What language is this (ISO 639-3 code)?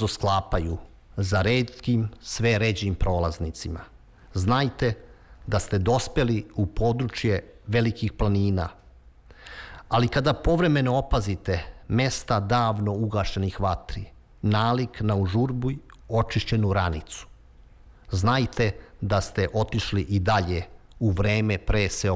srp